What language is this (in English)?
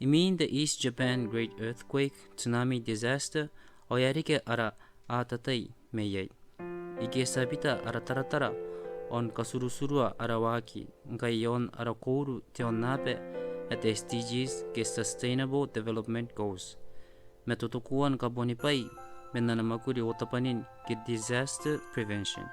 Gilbertese